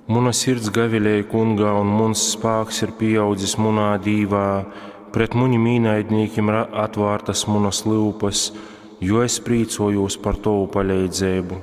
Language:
Latgalian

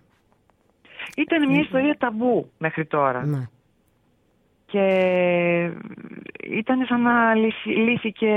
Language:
Greek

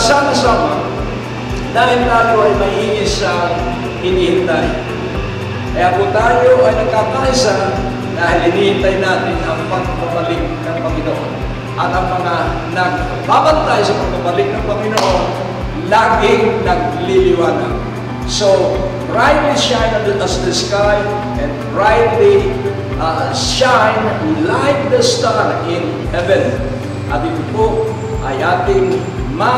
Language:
Filipino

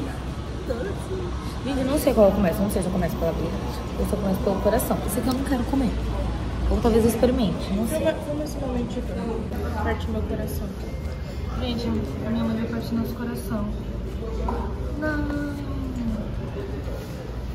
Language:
Portuguese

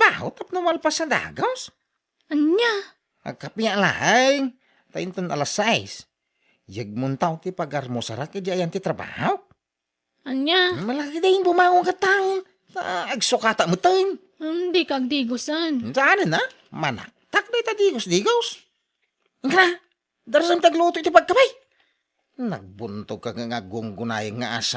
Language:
Iloko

